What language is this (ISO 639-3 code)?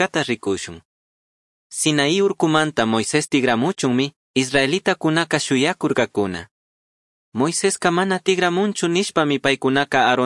qug